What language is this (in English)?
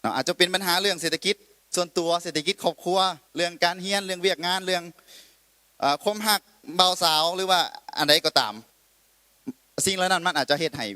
Lao